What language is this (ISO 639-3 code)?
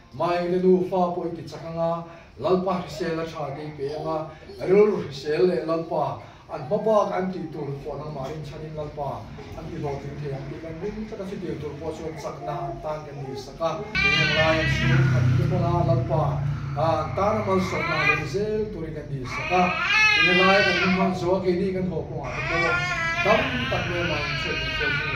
lus